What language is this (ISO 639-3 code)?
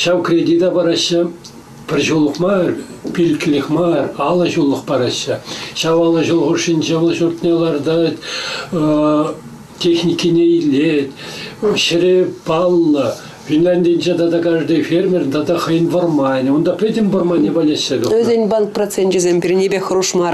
chv